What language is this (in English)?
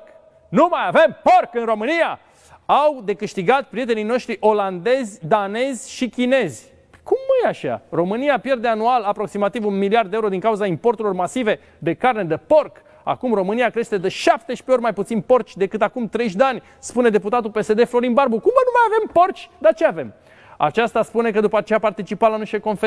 Romanian